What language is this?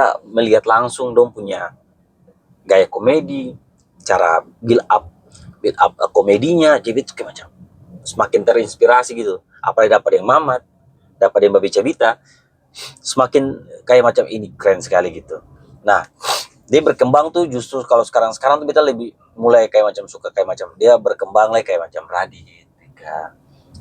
Ambonese Malay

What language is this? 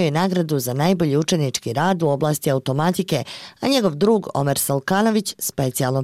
Bosnian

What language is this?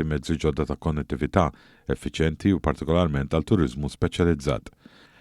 Maltese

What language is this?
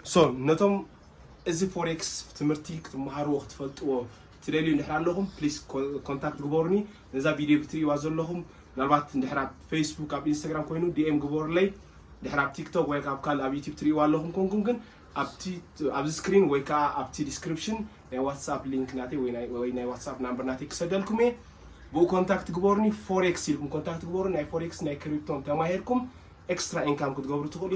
Tigrinya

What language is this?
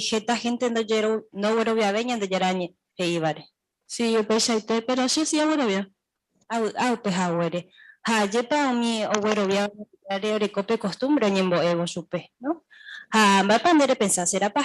Guarani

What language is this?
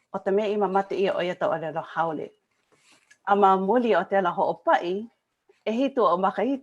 Hawaiian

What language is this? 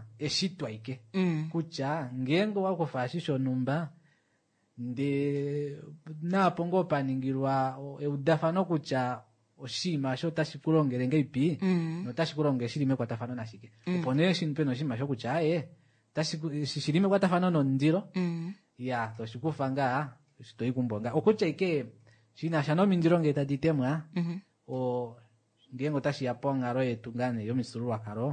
Kuanyama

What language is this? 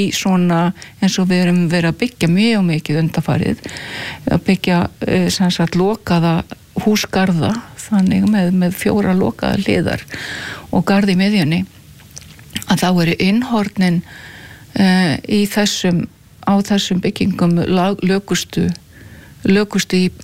Icelandic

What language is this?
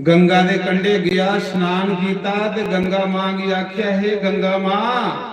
Dogri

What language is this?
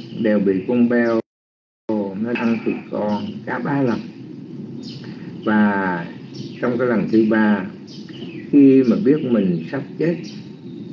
Vietnamese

